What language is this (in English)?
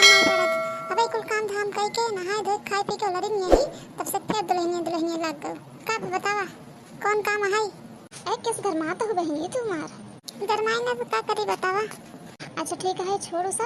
Awadhi